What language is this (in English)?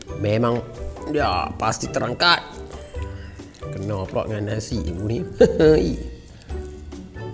Malay